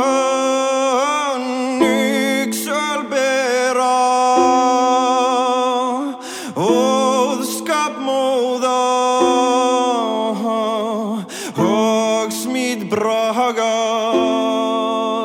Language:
Icelandic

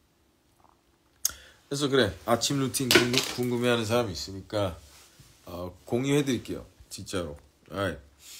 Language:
Korean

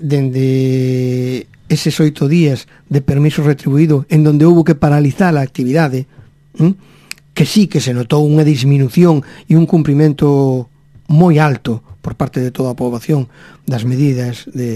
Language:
Galician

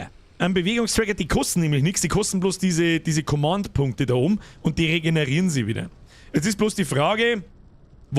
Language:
Bavarian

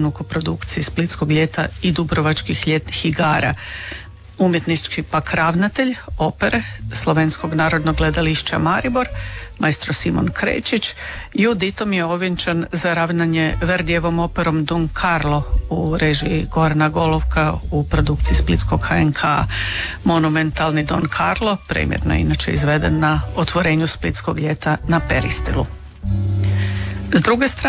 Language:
Croatian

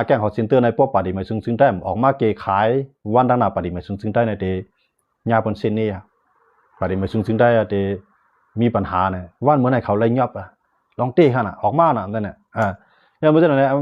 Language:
Shan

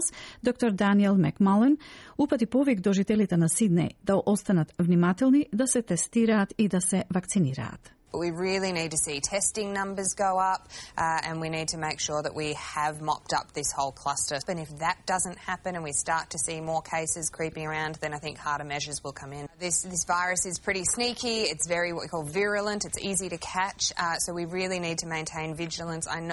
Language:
Macedonian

